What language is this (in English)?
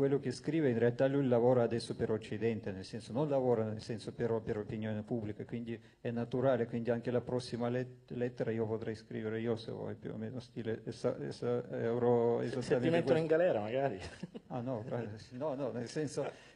Italian